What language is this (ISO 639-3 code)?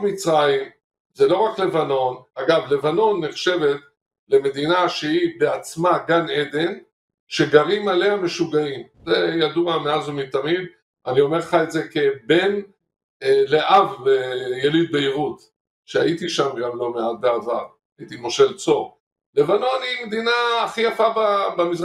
heb